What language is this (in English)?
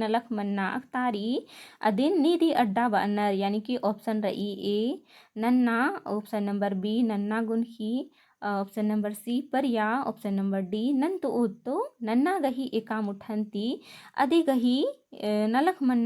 Kurukh